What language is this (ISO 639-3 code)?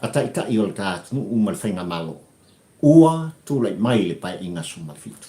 smo